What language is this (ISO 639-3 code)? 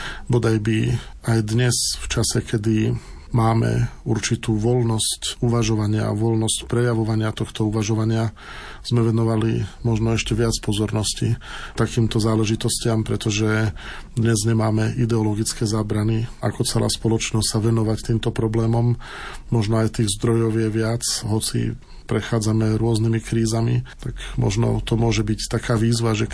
slk